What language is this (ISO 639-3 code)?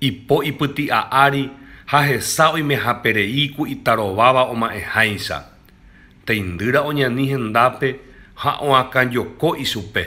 grn